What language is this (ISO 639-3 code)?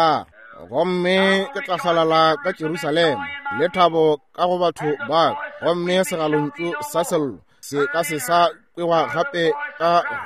nso